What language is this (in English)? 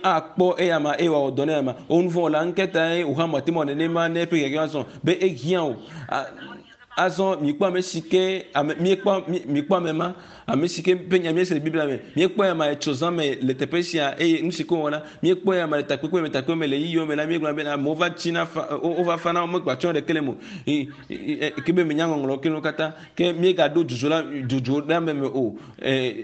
Ewe